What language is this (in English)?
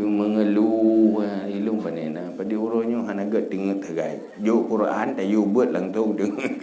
Achinese